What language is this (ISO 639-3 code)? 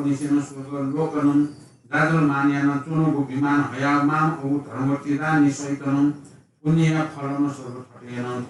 new